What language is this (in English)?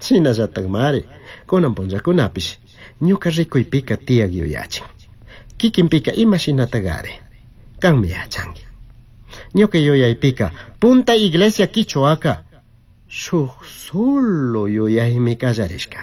Chimborazo Highland Quichua